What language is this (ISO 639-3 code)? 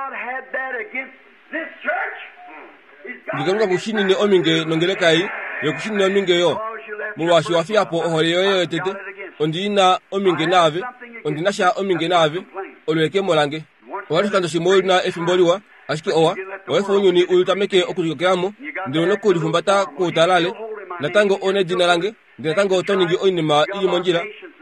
kua